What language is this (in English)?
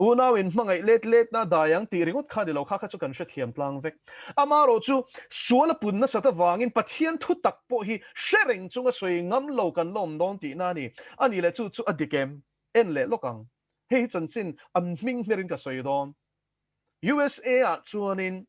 Mizo